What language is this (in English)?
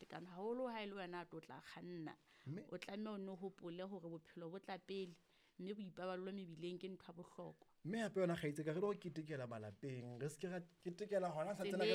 Southern Sotho